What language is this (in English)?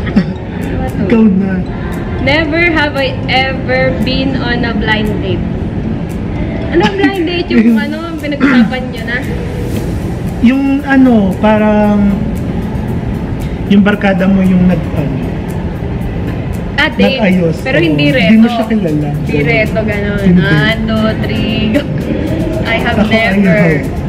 Filipino